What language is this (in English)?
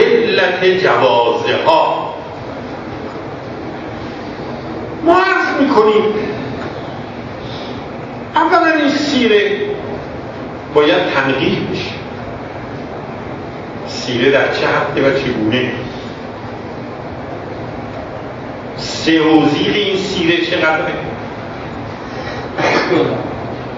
Persian